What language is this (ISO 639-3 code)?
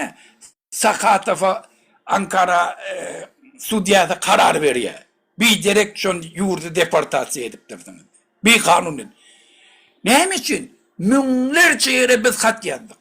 tuk